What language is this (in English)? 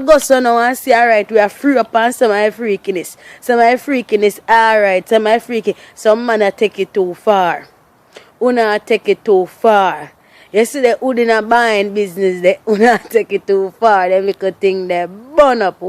Jamaican Creole English